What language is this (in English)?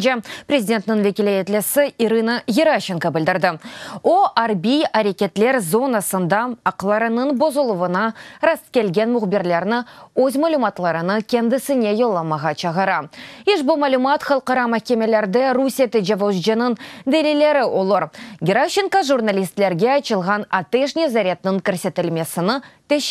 Crimean Tatar